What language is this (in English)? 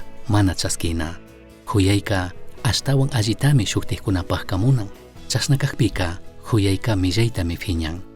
Chimborazo Highland Quichua